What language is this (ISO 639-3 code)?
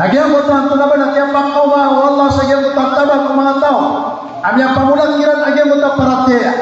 mrw